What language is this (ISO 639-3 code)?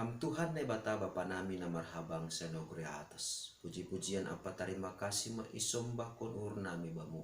bts